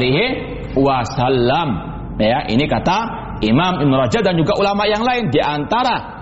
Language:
Indonesian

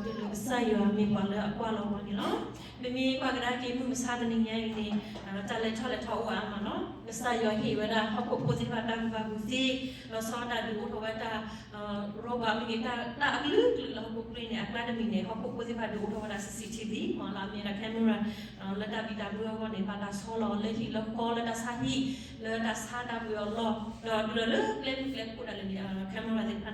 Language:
S'gaw Karen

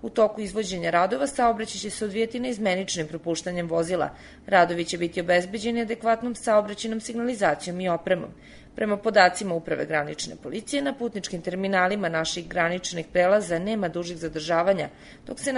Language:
Serbian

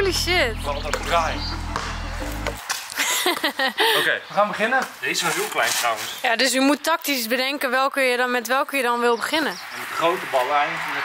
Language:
Dutch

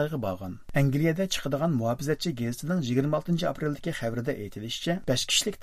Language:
Uyghur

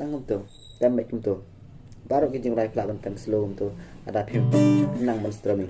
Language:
Khasi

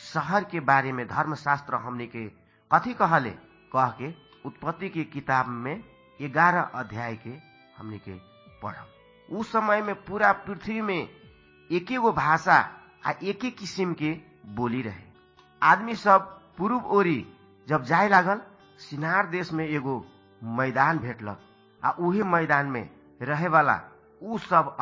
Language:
Bhojpuri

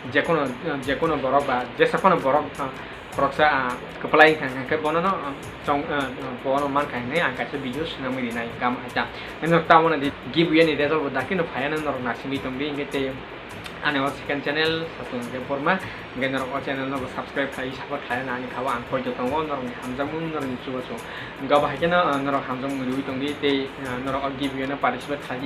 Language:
Kok Borok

